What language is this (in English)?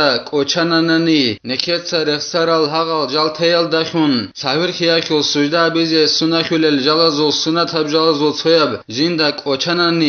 Avaric